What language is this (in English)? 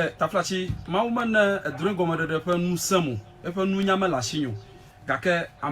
Ewe